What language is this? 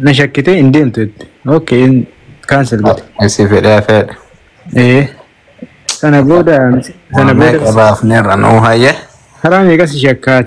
Oromo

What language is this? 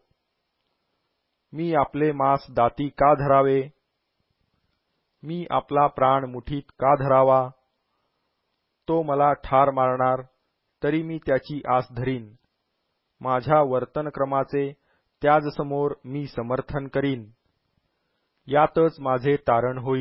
Marathi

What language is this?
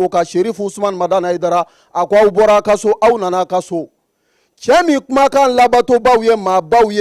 Bambara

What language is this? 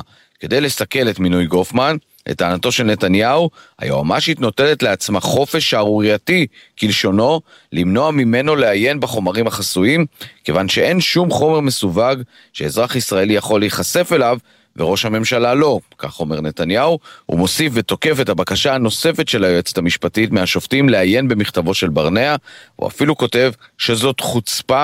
Hebrew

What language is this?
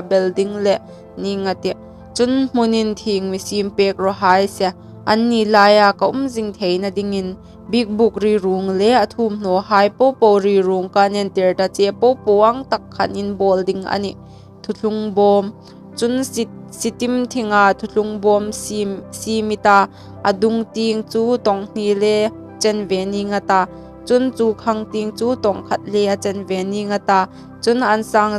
Hmar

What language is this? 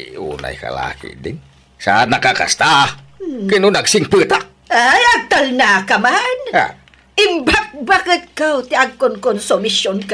Iloko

